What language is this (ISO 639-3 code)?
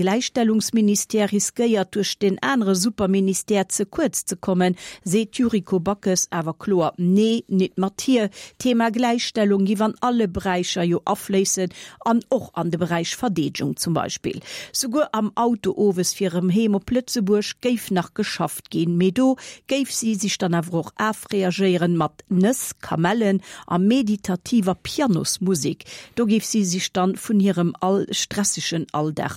ltz